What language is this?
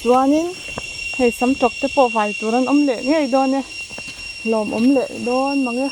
Mizo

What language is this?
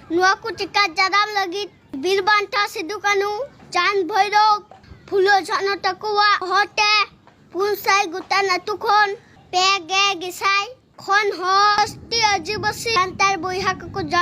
Santali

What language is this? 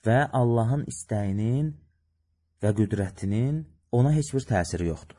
Azerbaijani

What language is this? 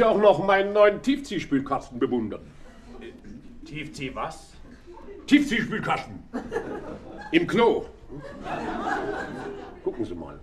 German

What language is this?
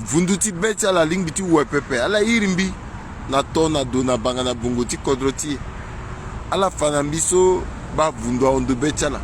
Sango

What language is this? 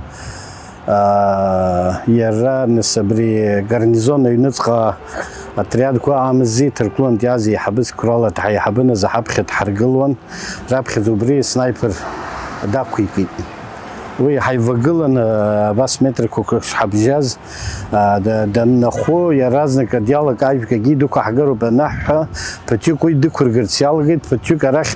Abkhazian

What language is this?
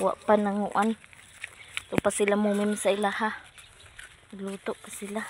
Cebuano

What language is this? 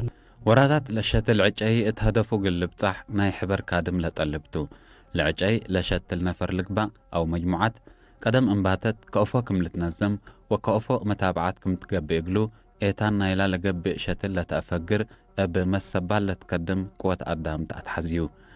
Tigre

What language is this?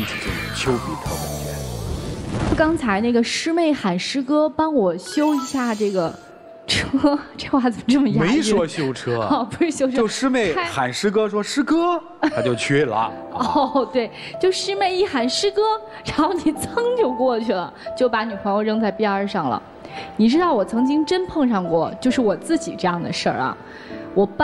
Chinese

